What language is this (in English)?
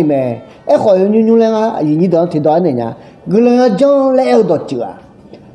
Akha